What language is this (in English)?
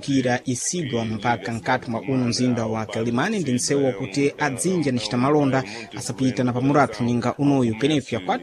Sena